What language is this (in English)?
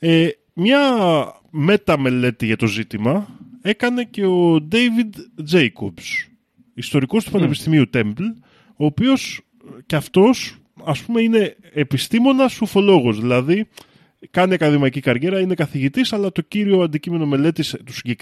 Greek